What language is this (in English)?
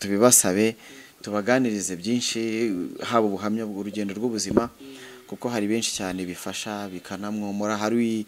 Kinyarwanda